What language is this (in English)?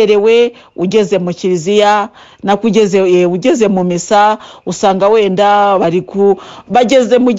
Kinyarwanda